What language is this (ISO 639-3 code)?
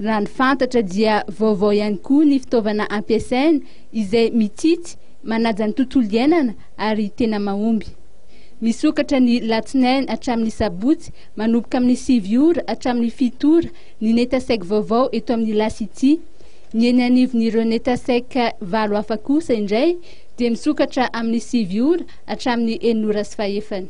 mlg